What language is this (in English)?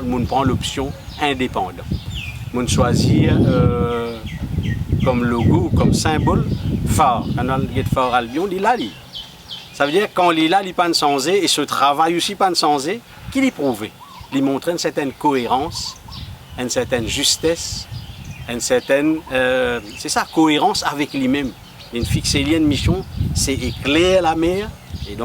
Morisyen